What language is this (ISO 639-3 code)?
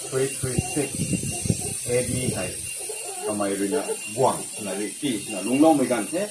mni